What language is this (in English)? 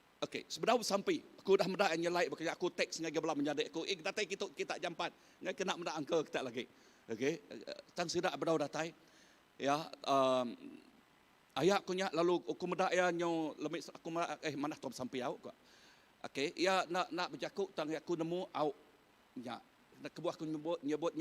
Iban